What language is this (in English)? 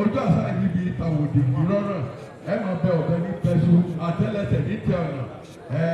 Yoruba